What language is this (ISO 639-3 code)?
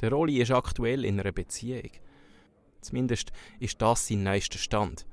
gsw